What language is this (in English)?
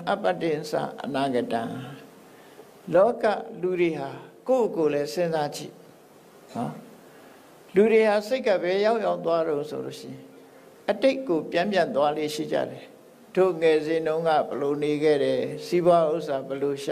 Burmese